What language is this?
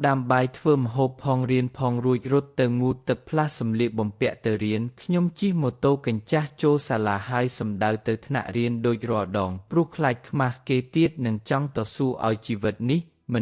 Khmer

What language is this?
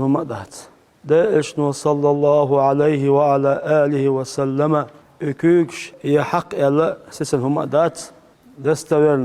Chechen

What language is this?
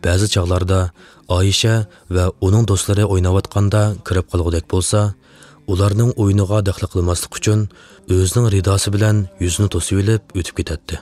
Uyghur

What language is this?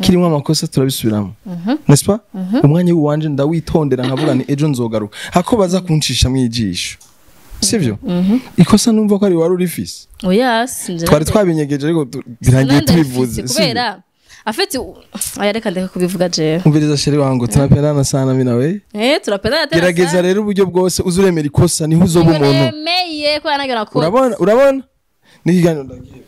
Rundi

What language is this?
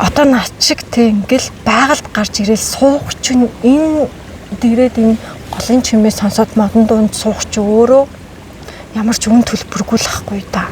Mongolian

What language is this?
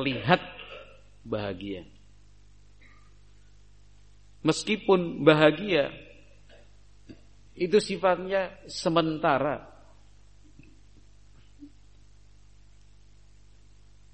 Indonesian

